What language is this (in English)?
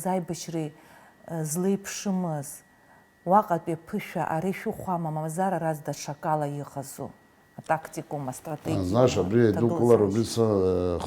Abkhazian